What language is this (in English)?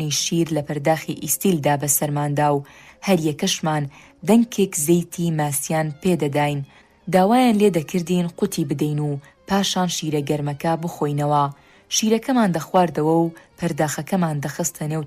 Central Kurdish